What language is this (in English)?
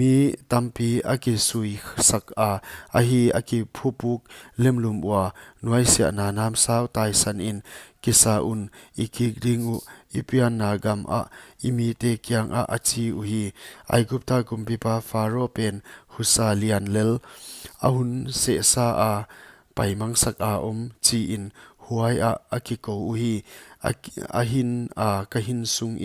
Paite Chin